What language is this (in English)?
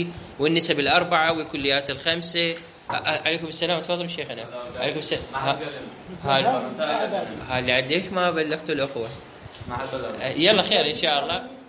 Mesopotamian Arabic